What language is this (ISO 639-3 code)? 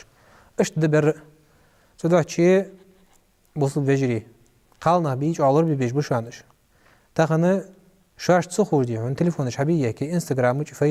inh